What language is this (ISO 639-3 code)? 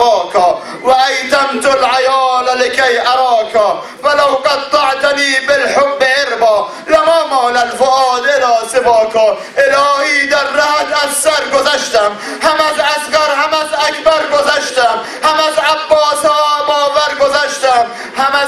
fas